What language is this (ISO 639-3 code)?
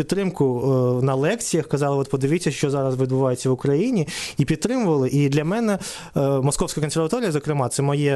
ukr